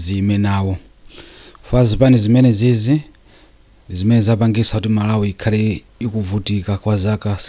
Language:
Nyanja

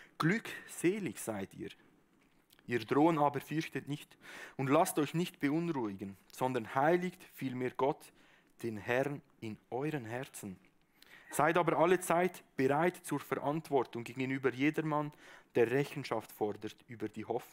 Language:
Swiss German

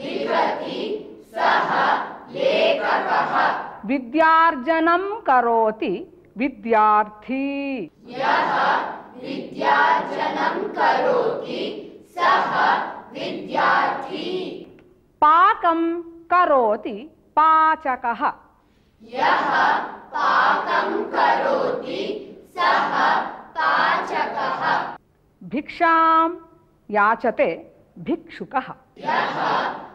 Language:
Sanskrit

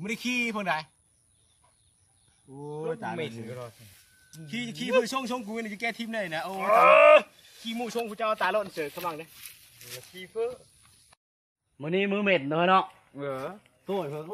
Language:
Lao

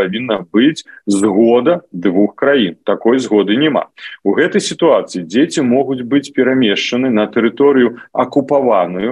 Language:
Belarusian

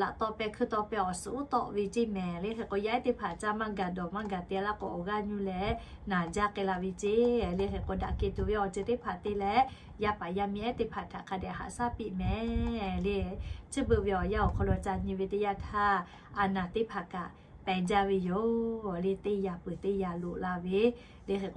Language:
Lahu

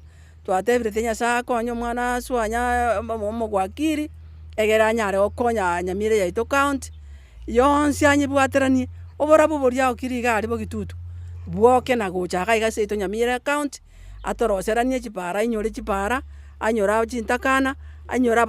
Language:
Gusii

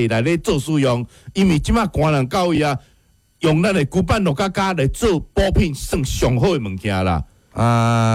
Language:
Min Nan Chinese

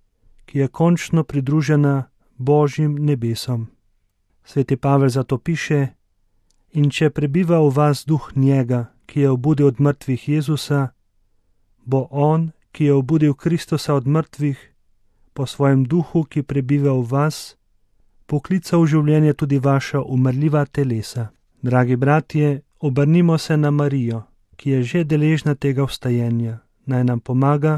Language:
Slovenian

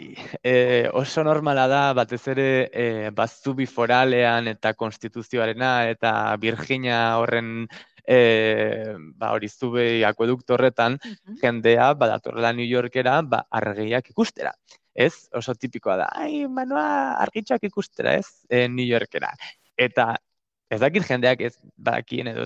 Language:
Basque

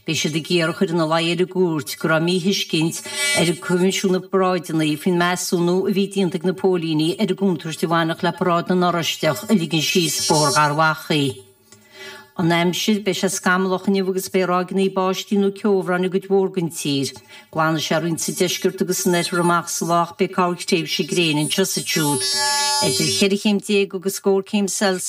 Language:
Irish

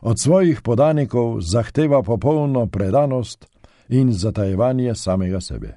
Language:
Slovenian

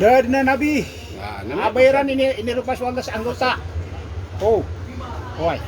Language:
Maranao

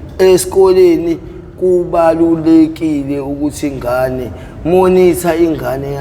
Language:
Zulu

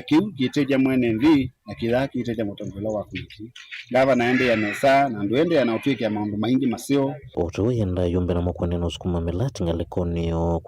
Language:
Kamba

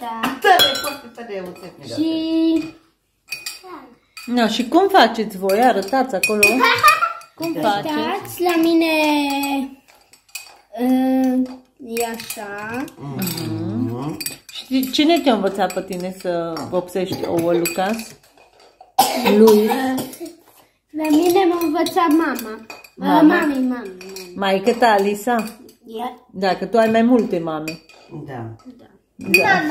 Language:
Romanian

